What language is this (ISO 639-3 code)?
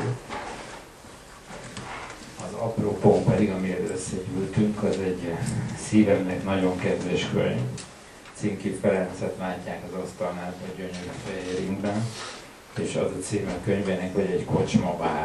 hun